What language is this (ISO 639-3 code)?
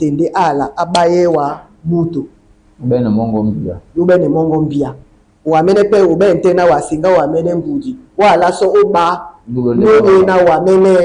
dua